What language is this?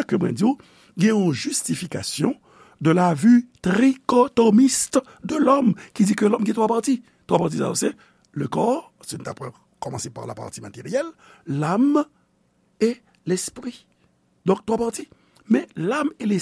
Haitian Creole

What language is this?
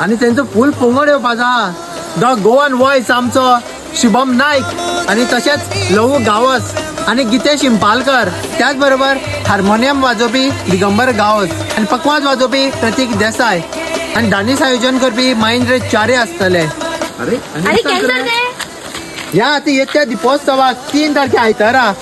Konkani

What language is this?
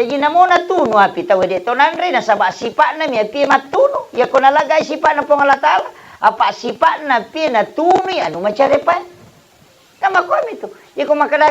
Buginese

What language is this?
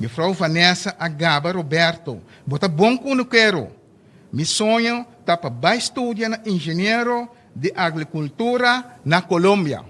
Papiamento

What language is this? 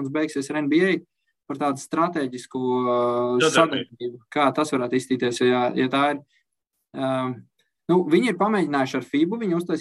Latvian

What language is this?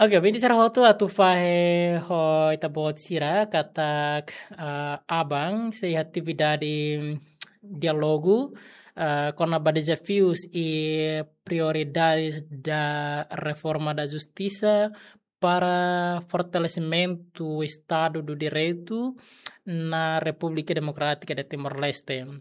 Tetum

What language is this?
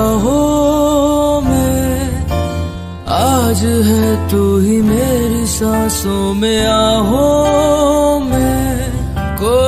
Hindi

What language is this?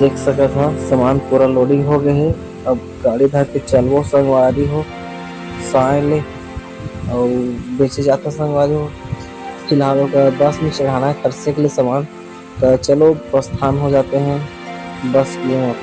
Chhattisgarhi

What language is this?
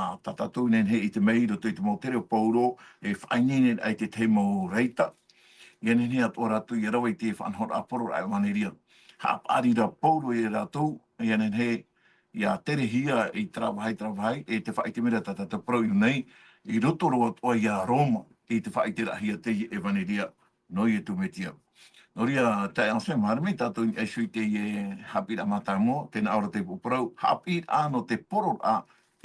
Tahitian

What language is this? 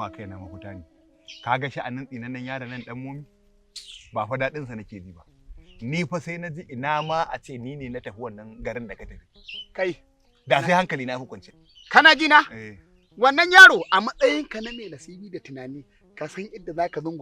Hausa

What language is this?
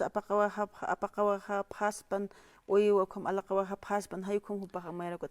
Aymara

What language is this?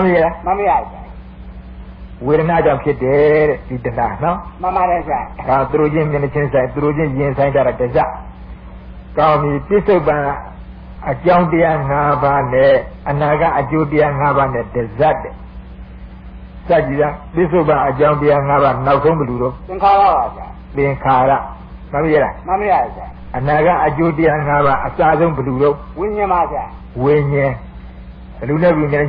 Burmese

